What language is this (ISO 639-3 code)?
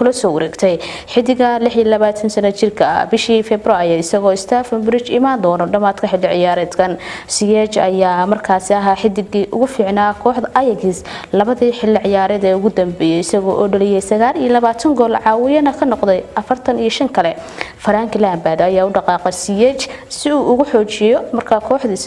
som